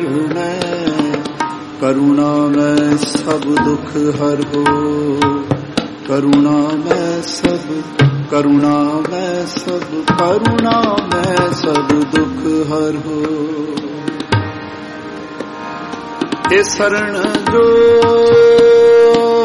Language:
Hindi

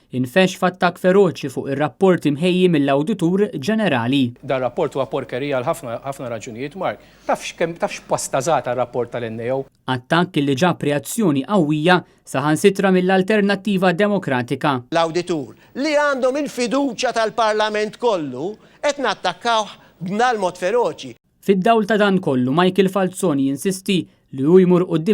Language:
Maltese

